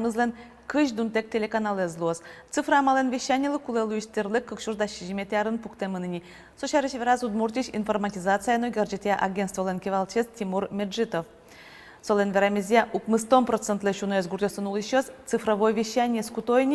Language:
Udmurt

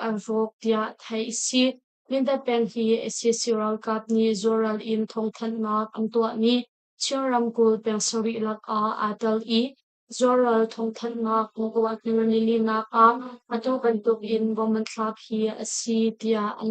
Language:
Hakha Chin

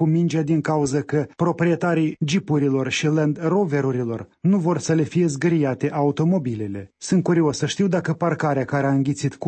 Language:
Romanian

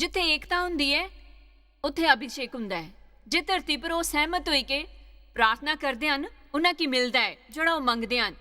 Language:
Dogri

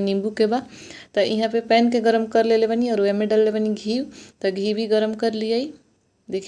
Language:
Bhojpuri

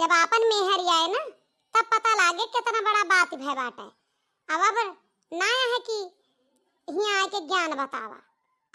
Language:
Awadhi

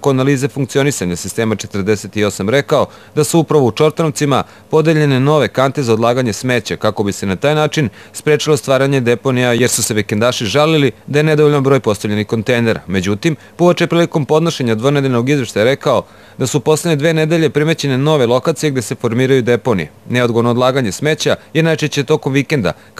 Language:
Serbian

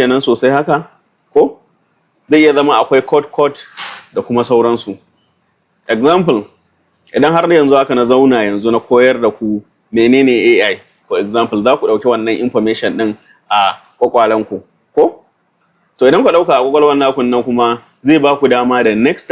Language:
Hausa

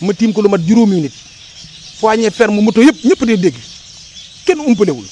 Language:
Wolof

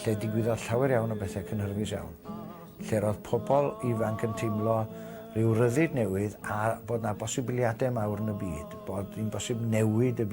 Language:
Welsh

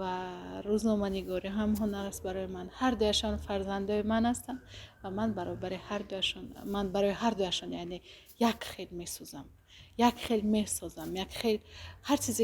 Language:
Tajik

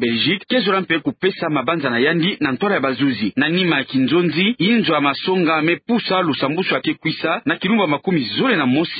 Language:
Kituba (Democratic Republic of Congo)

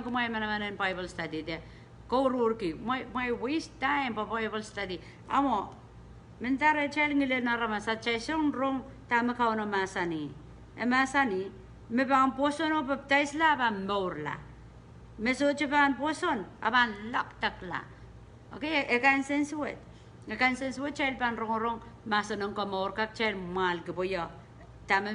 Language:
Pohnpeian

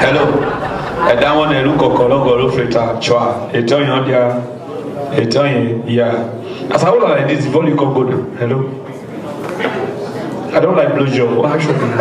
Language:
Nigerian Pidgin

